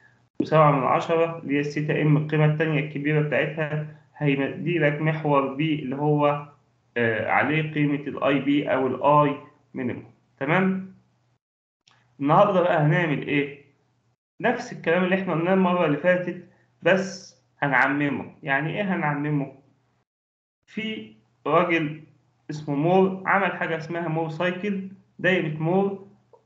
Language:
Egyptian Arabic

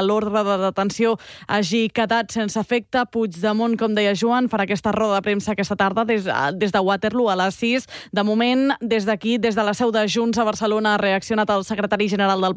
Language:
Catalan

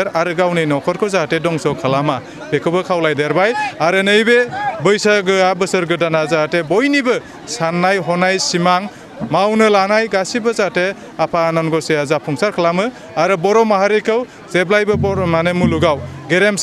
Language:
Bodo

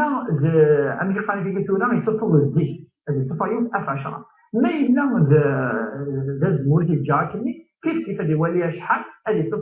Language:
Kabyle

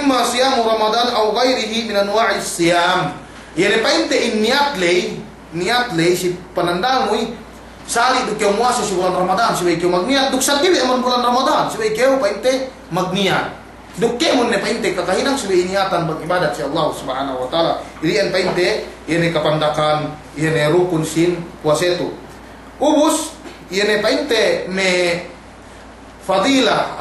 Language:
Yakan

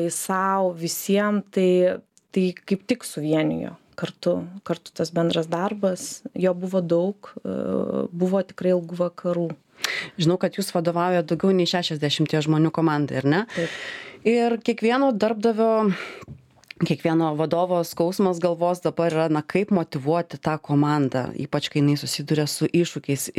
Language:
Lithuanian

